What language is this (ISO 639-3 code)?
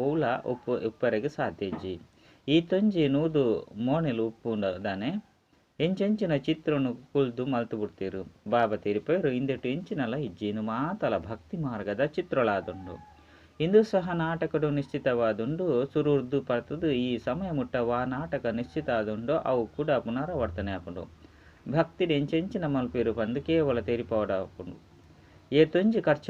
tcy